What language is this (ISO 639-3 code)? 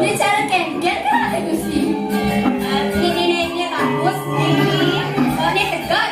ban